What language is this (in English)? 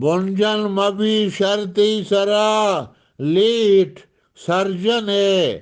Eastern Balochi